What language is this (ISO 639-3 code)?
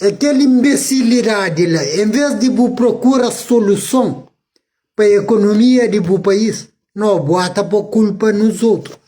kea